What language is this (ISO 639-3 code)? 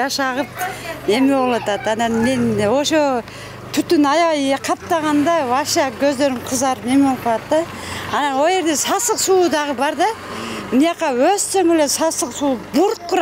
kir